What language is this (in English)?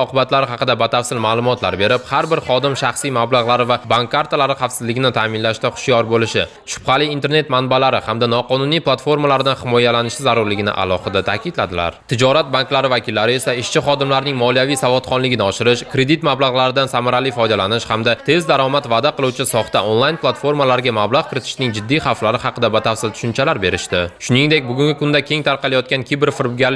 Uzbek